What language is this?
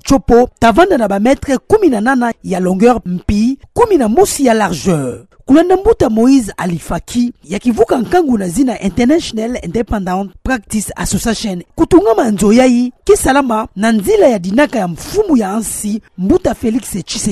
Kituba (Democratic Republic of Congo)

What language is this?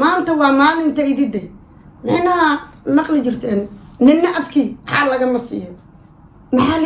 Somali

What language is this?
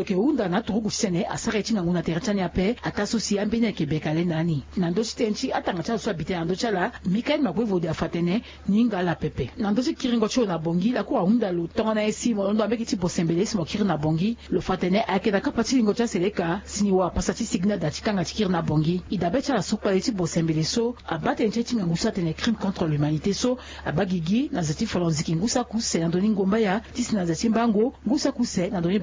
Sango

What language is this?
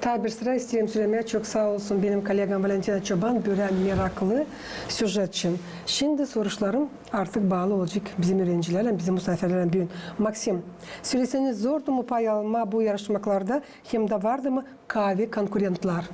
Gagauz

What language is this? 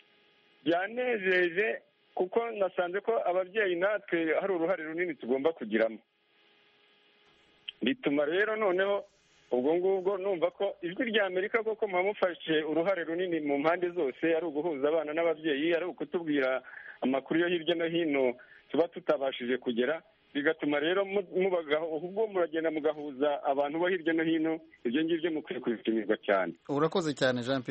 Kinyarwanda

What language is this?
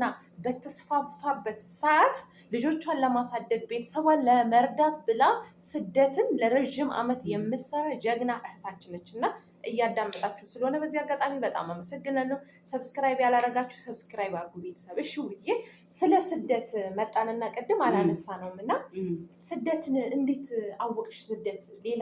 Amharic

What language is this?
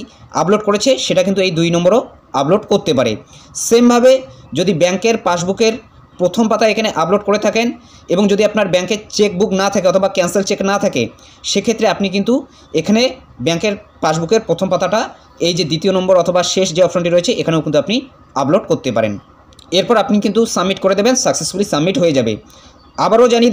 Bangla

